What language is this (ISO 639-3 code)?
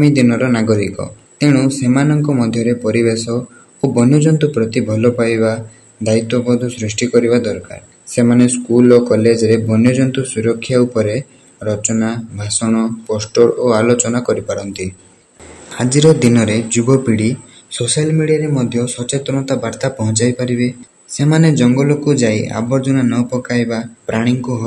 ori